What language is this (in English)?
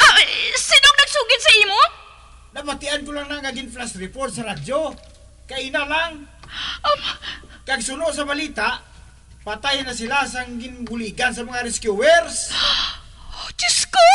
Hiligaynon